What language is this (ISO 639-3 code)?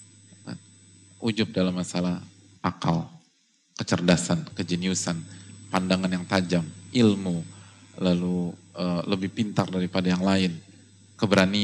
ind